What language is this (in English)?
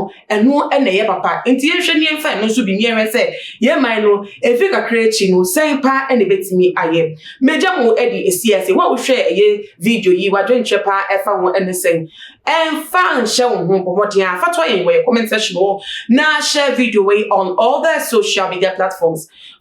Akan